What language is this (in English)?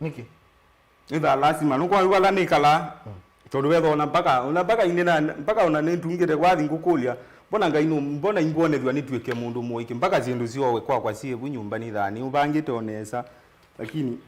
Kamba